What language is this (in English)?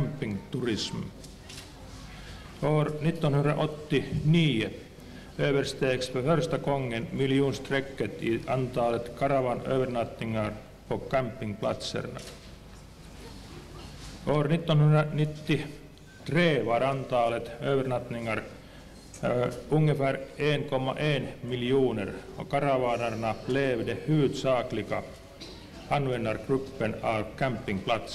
Swedish